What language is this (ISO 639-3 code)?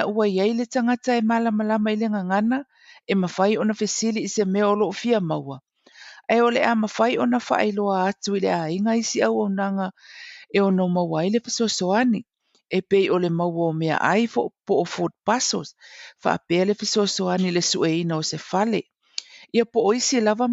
smo